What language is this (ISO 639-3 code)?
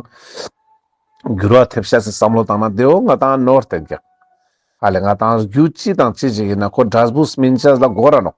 lbj